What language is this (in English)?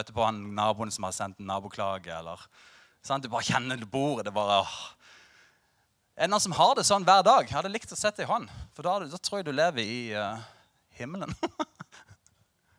Norwegian